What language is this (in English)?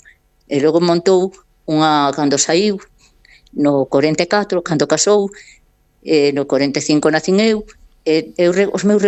Galician